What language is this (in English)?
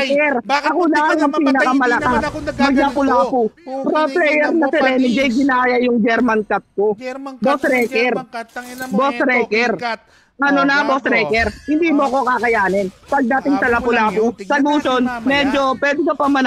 Filipino